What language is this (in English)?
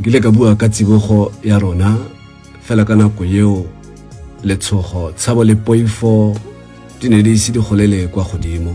Tswana